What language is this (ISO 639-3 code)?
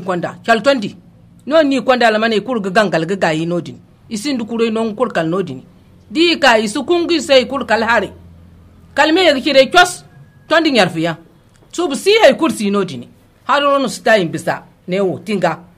dje